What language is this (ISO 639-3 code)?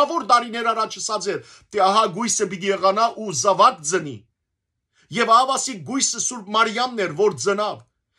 hyw